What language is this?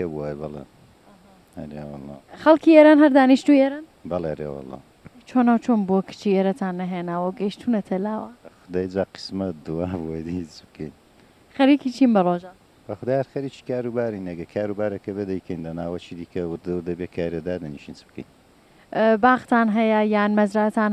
Central Kurdish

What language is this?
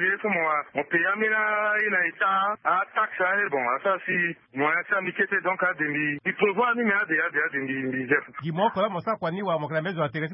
Sango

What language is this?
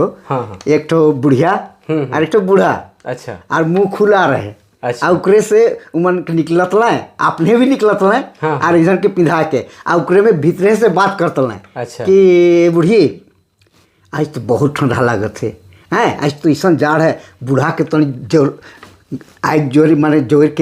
Sadri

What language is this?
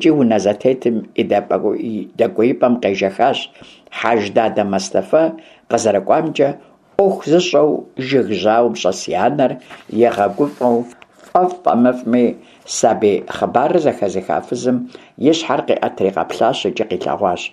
Kabardian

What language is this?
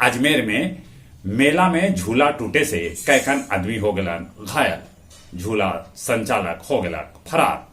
Magahi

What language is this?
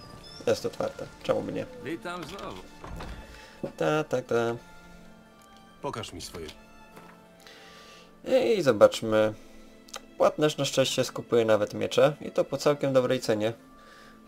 Polish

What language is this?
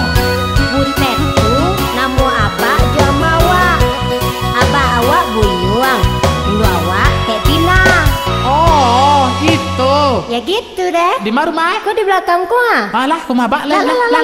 Minangkabau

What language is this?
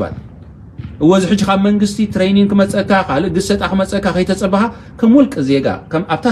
Tigrinya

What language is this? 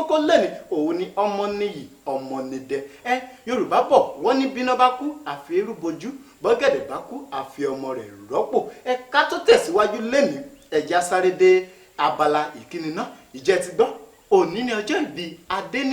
Yoruba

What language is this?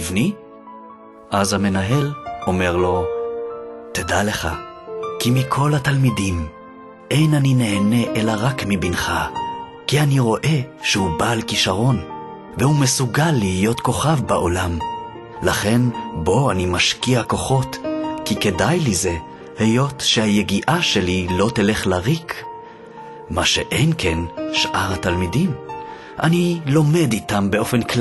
Hebrew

